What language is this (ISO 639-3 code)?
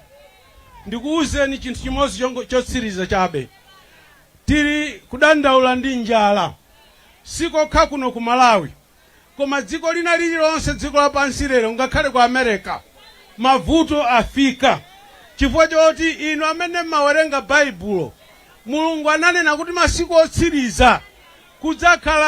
nya